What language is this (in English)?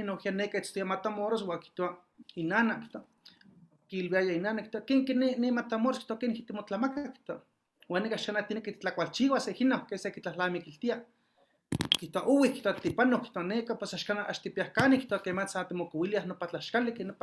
Eastern Huasteca Nahuatl